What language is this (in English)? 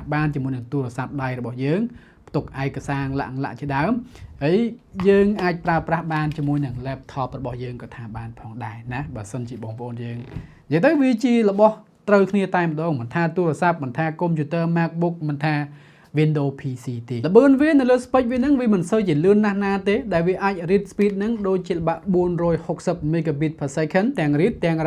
Khmer